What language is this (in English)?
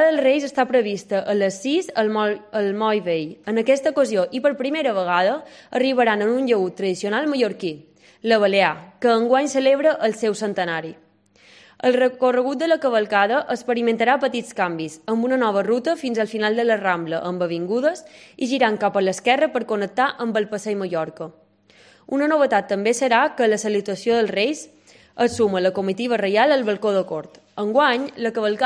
Catalan